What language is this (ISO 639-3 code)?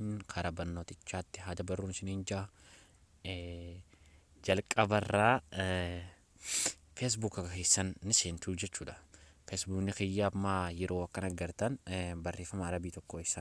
orm